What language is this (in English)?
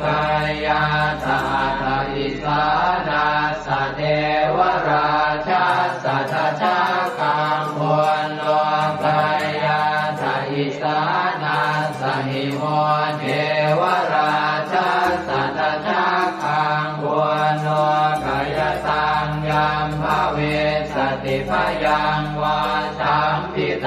Pali